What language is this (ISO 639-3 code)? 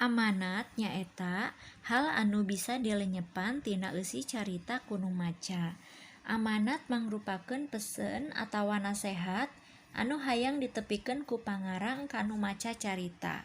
sun